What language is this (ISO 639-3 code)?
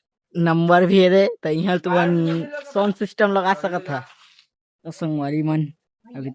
hne